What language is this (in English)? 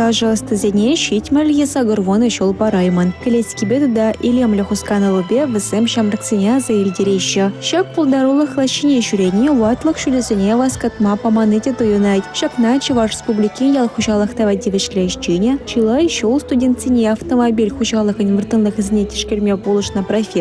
Chuvash